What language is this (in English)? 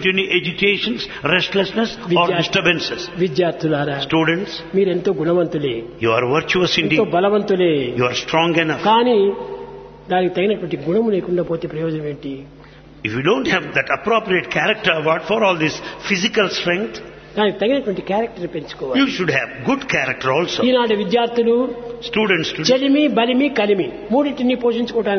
Telugu